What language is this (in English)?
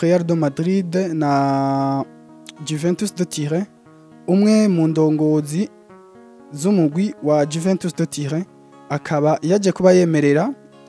Rundi